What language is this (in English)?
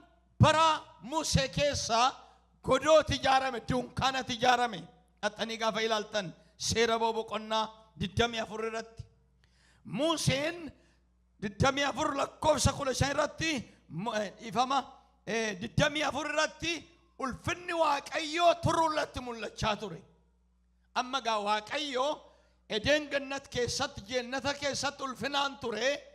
Oromo